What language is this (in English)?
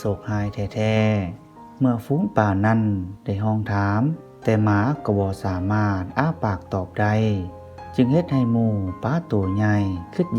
Lao